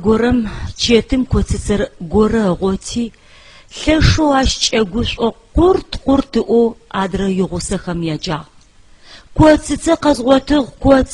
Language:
Adyghe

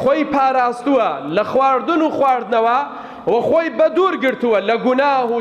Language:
Central Kurdish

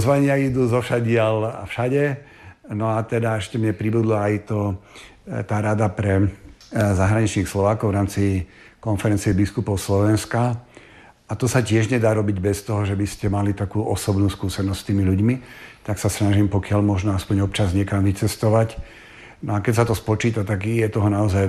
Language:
Slovak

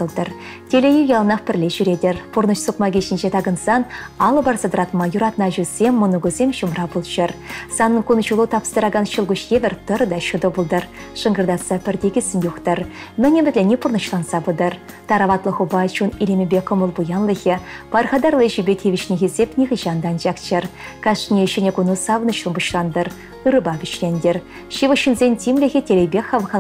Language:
Chuvash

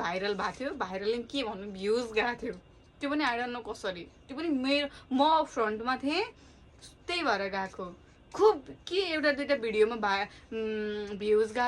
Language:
Nepali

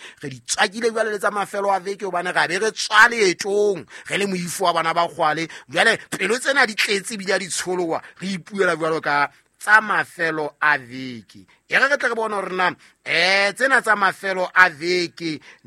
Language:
Southern Sotho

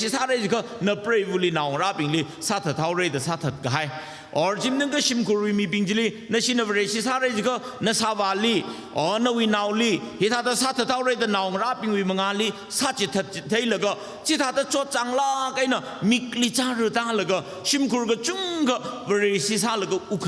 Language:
Tangkhul Naga (India)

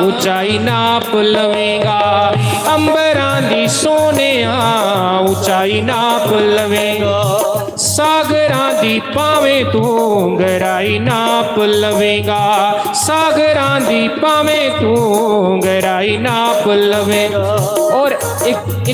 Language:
Dogri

